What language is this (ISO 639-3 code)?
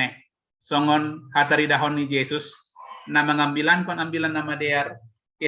bts